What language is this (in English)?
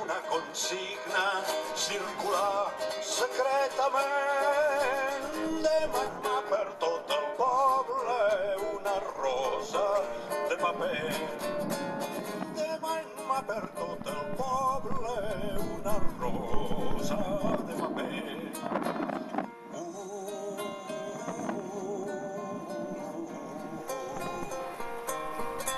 Catalan